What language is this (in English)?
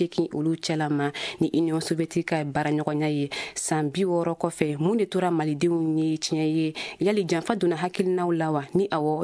Bambara